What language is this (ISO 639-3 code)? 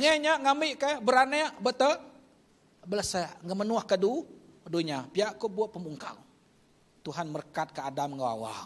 iba